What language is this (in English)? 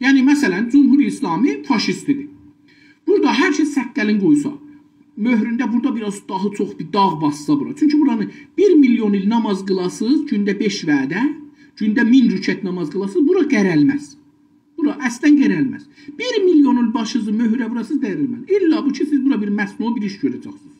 South Azerbaijani